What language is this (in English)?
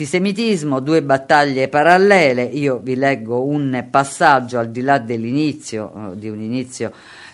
Italian